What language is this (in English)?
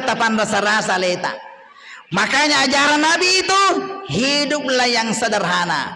Buginese